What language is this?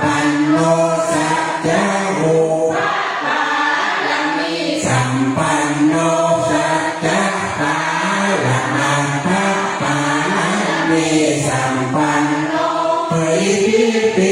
Pali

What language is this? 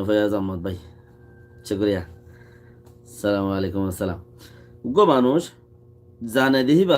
Rohingya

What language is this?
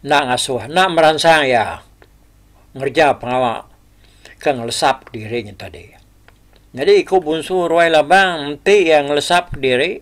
Iban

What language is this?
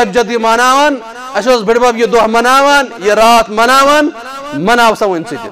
Kashmiri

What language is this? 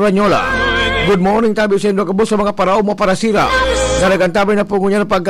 Bikol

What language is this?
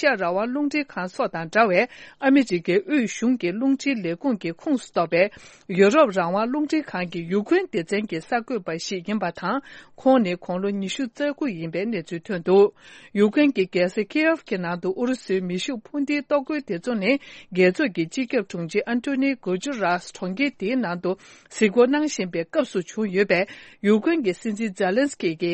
Tibetan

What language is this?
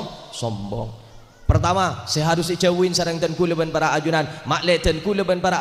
Madurese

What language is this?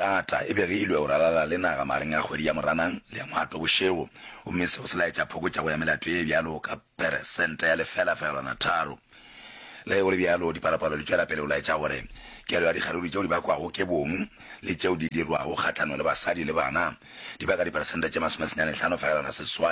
Northern Sotho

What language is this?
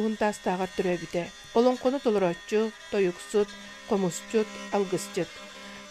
Yakut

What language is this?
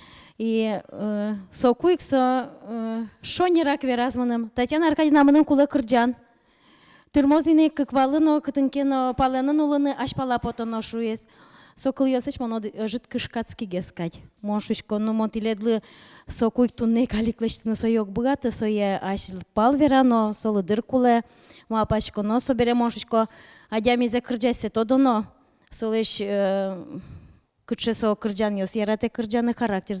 Udmurt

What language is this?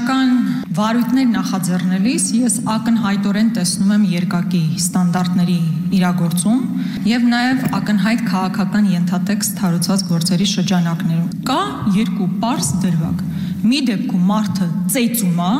Armenian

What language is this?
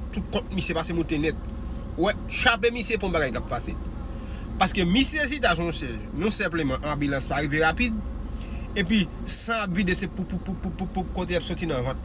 Haitian Creole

